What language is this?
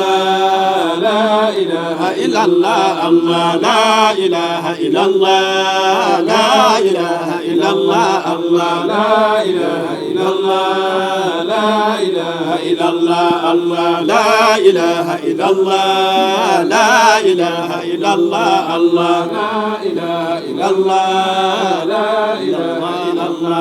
Fula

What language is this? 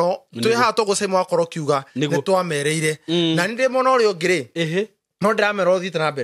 Kikuyu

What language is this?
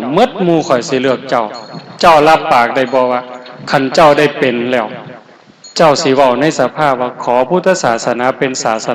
Northeastern Thai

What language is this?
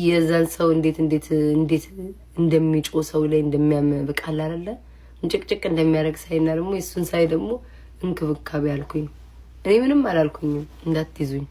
Amharic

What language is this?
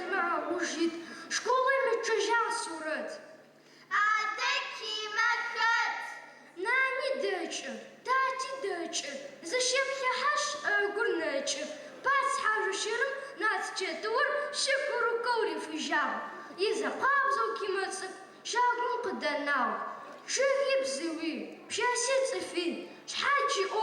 Adyghe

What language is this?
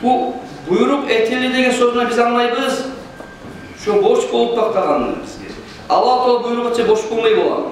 Kumyk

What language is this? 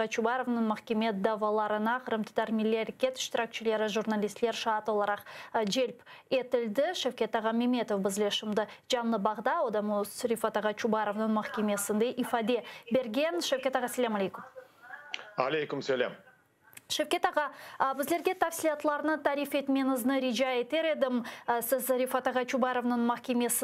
Crimean Tatar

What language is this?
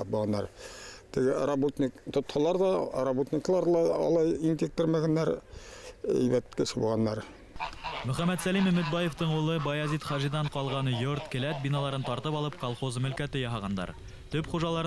Bashkir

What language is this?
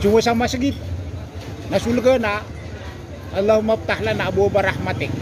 Maranao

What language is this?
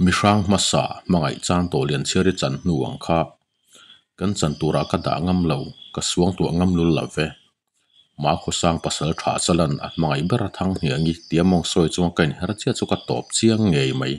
Mizo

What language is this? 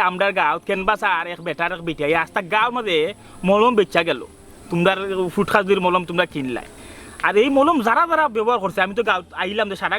Sylheti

